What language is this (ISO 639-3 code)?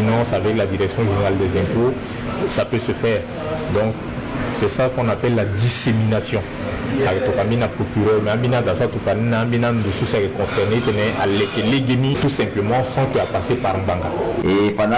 sag